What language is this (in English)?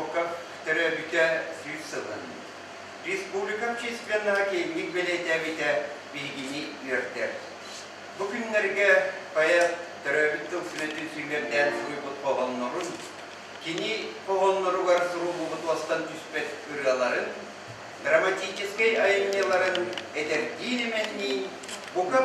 Yakut